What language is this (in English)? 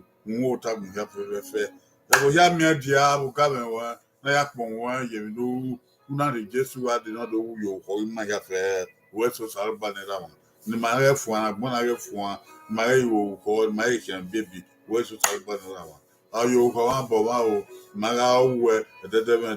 Bini